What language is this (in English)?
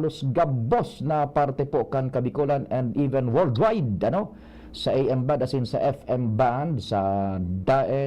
Bikol